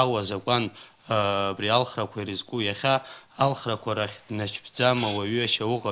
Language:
Abkhazian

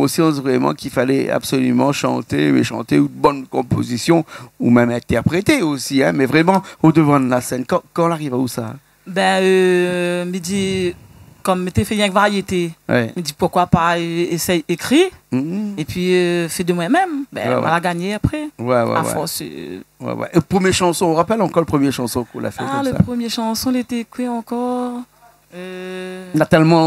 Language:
Réunion Creole French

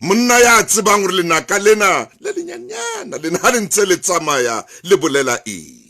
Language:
Southern Sotho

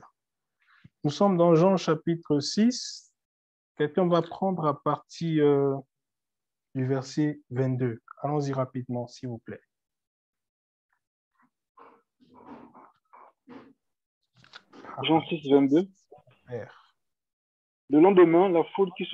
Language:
French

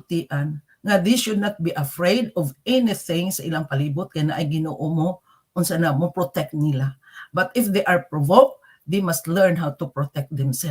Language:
Cebuano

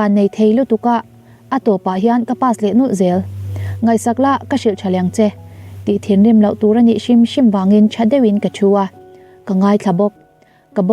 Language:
Mizo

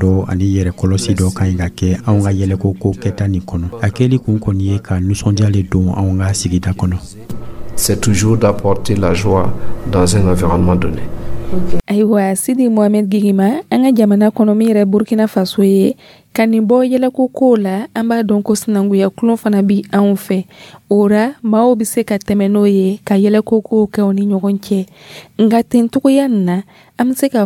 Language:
Dyula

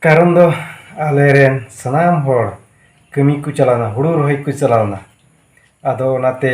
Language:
Santali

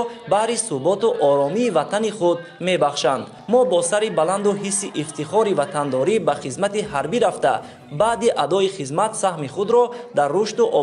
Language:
Tajik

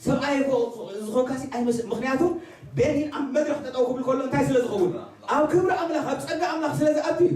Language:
Tigrinya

